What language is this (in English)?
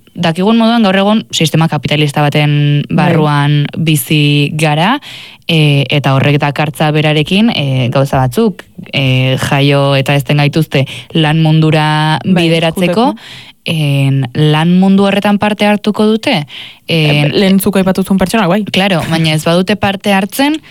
Basque